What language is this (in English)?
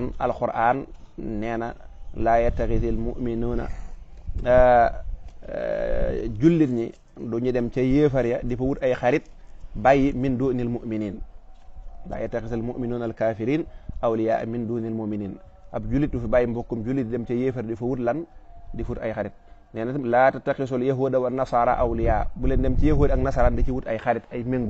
Wolof